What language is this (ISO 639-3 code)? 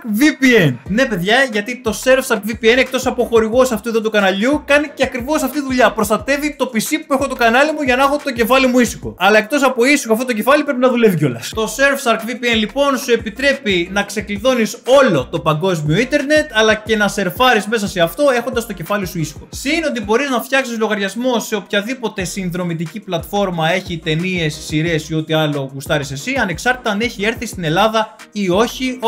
ell